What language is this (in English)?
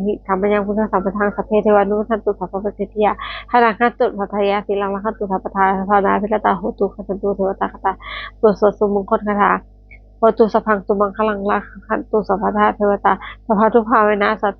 Pali